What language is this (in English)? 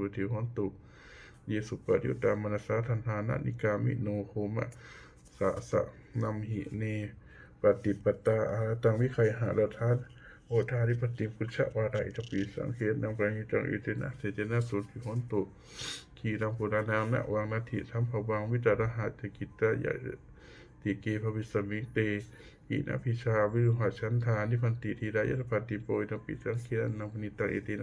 Pali